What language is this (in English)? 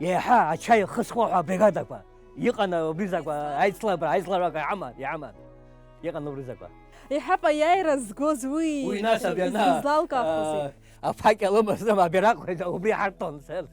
Abkhazian